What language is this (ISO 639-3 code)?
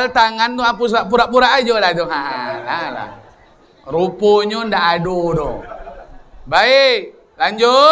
min